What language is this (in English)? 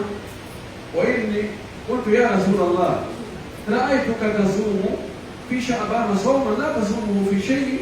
Pular